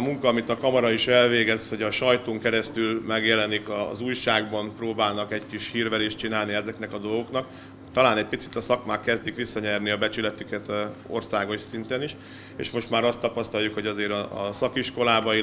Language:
Hungarian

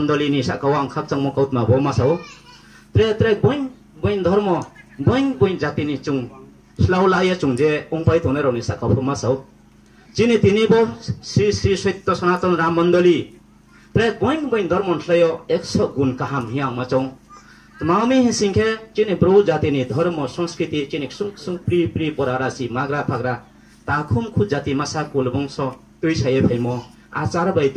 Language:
Riang (India)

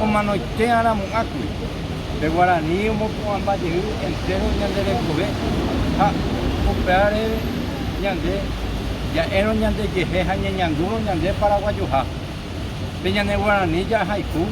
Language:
Guarani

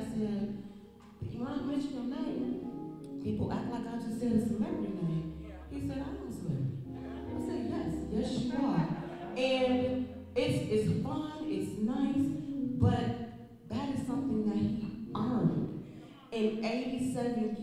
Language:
English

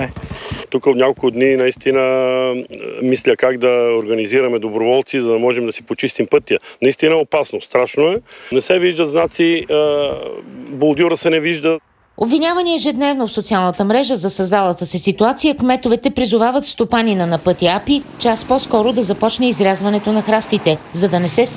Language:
Bulgarian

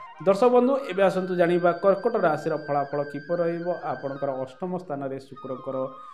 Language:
Odia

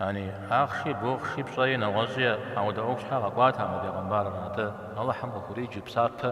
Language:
Kabardian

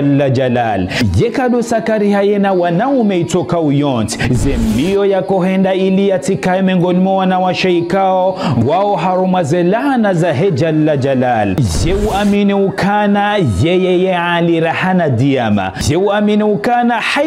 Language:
Ngazidja Comorian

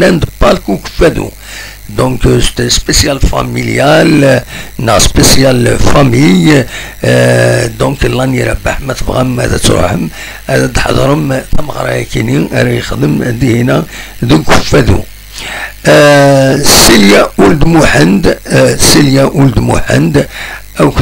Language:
Kabyle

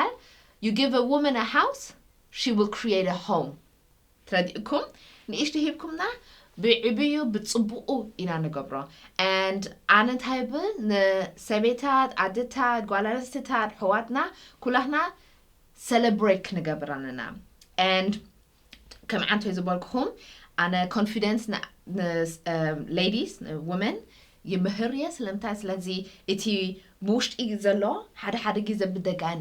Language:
Tigrinya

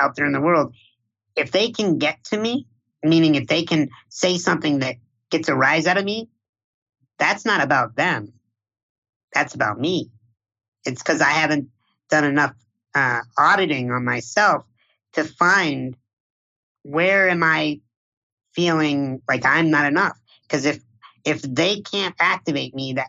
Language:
English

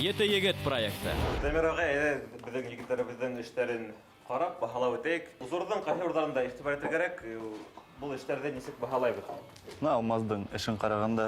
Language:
Bashkir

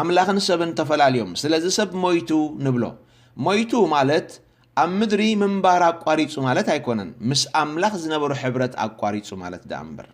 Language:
Tigrinya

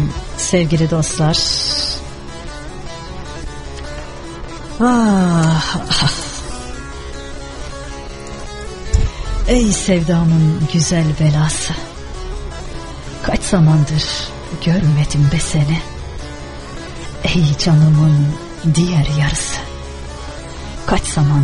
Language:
Turkish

